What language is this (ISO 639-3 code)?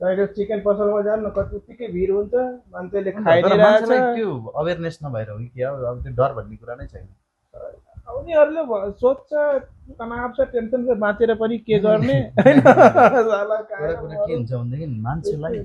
nep